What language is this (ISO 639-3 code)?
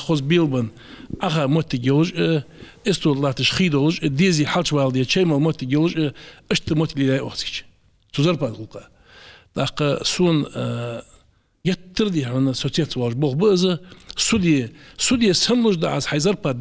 inh